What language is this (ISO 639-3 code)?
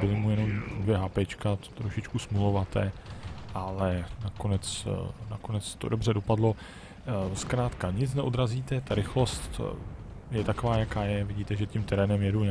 ces